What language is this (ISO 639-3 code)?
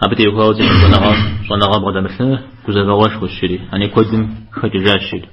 kbd